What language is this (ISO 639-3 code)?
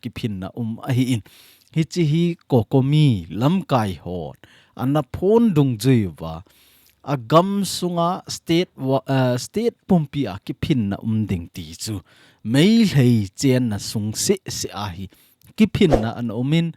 tcz